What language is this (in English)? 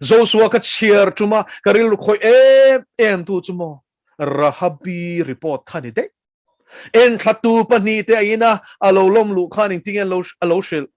Mizo